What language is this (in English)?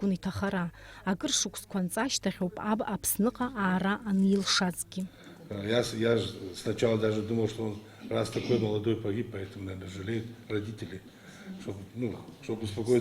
Abkhazian